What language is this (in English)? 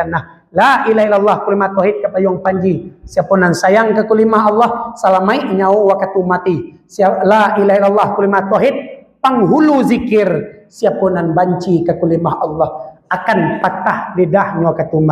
Minangkabau